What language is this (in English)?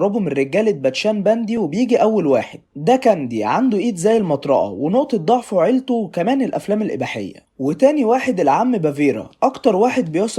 Egyptian Arabic